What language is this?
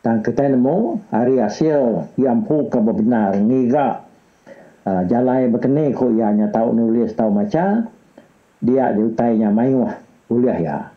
Iban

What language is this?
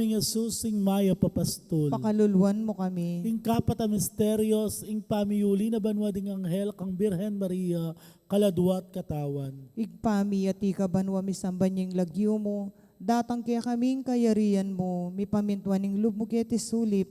Pampanga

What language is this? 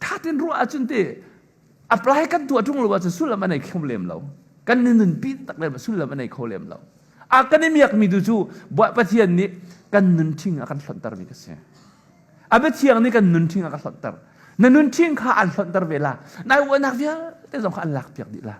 Hakha Chin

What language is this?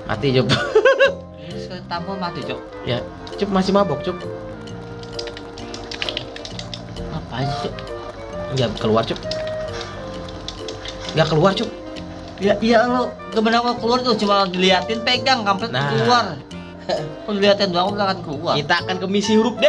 Indonesian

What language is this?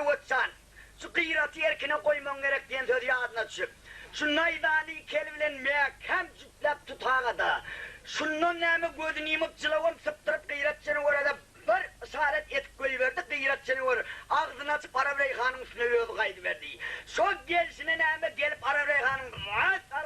Turkmen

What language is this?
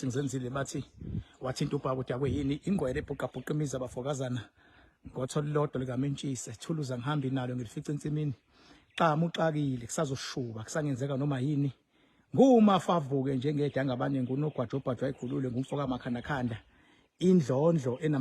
Zulu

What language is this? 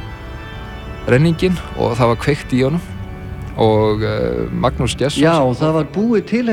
Icelandic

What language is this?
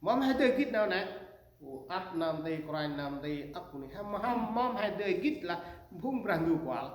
Central Mnong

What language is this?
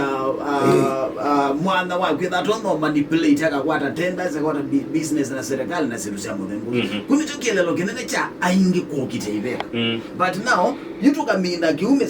Kamba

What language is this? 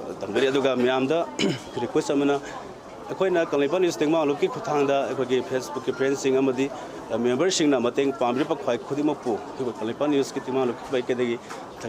Manipuri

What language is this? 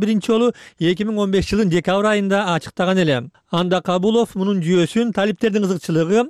Kyrgyz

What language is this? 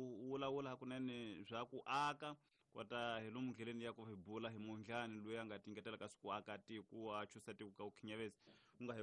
Tsonga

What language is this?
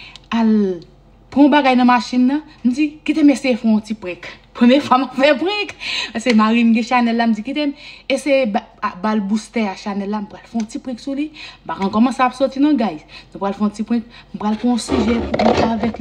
Haitian Creole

